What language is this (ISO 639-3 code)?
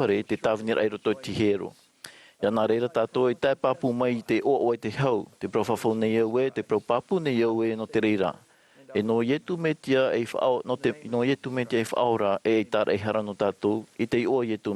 tah